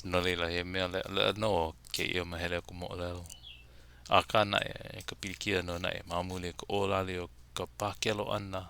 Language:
Hawaiian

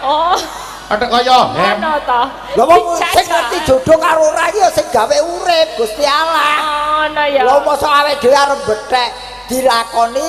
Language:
Javanese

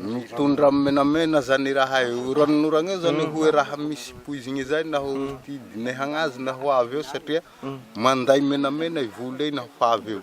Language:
Malagasy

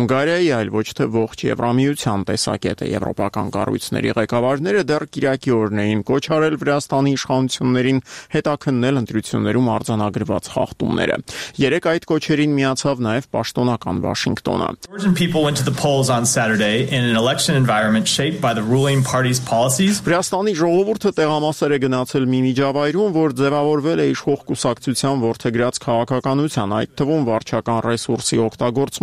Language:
Armenian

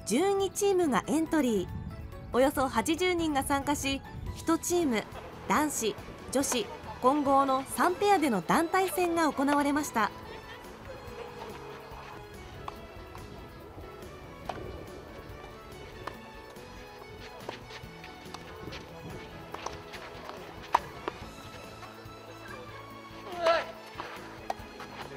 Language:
Japanese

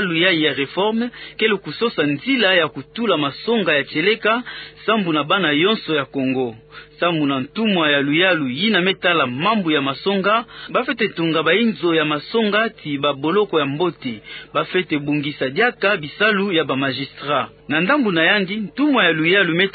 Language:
Kituba (Democratic Republic of Congo)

